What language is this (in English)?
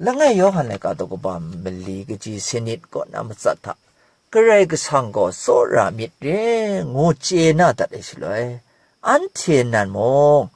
Kachin